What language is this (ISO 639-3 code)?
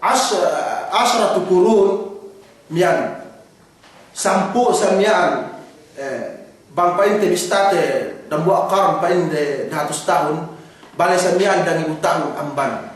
yka